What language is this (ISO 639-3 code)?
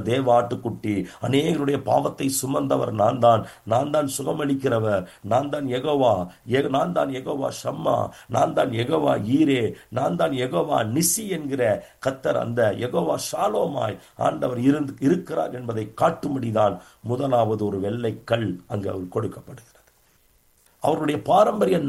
tam